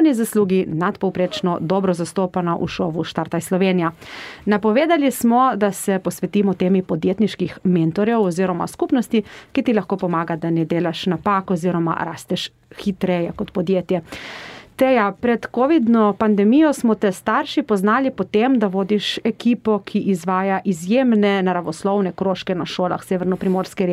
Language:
Slovenian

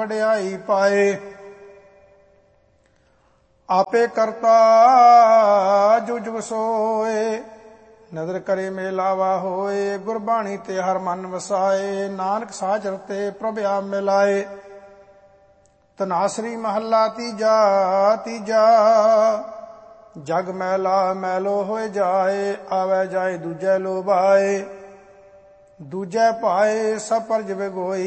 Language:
Punjabi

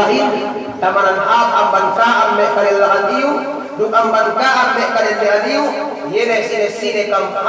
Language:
Yakan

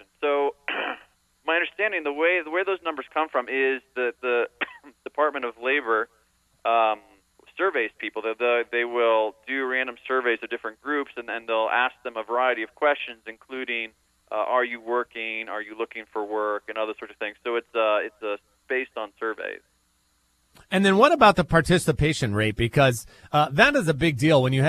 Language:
English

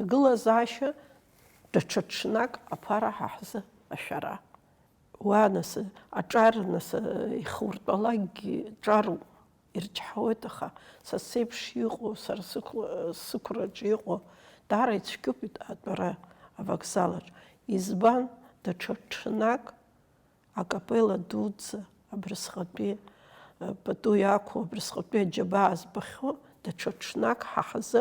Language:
Abkhazian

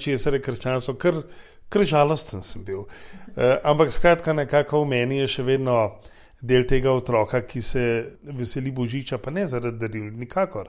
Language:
Slovenian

